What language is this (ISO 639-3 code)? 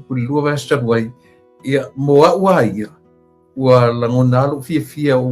smo